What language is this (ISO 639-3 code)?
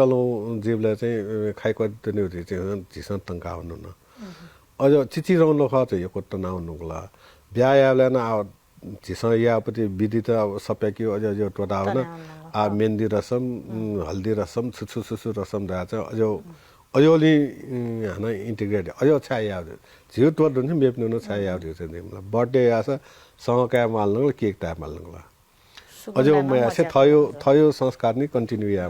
new